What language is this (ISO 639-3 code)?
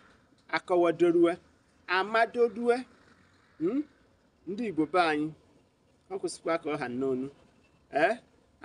ibo